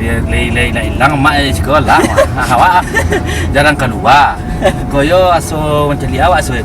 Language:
Minangkabau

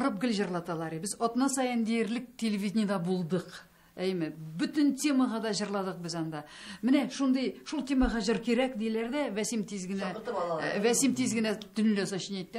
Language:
Tatar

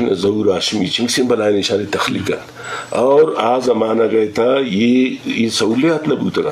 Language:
Eastern Balochi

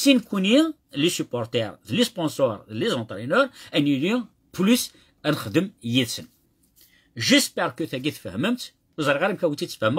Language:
Kabyle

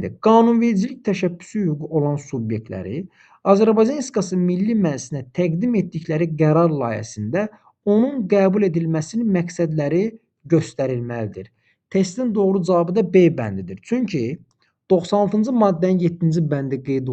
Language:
Azerbaijani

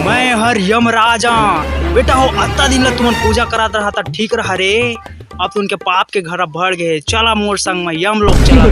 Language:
Chhattisgarhi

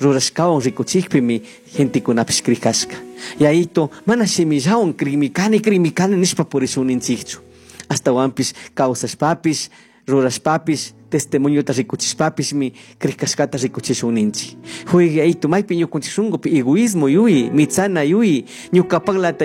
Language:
Chimborazo Highland Quichua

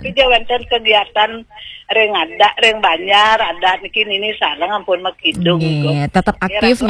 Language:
Balinese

